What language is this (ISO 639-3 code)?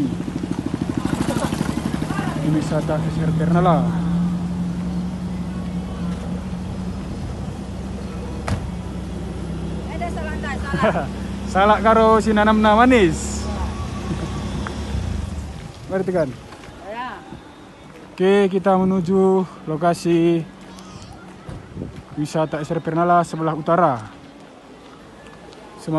ind